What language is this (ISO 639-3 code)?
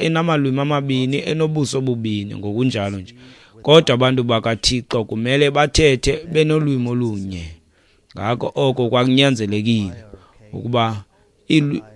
xho